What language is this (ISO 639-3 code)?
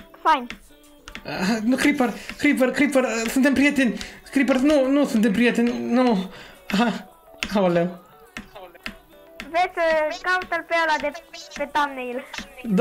ron